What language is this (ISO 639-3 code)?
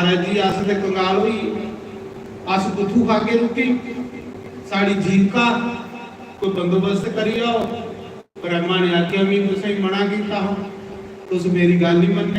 doi